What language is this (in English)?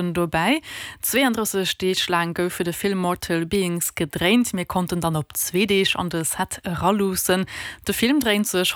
Luxembourgish